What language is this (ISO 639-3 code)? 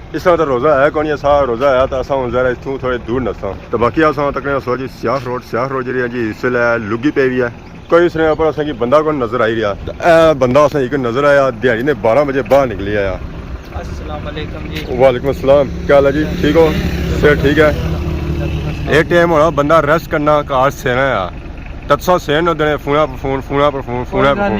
phr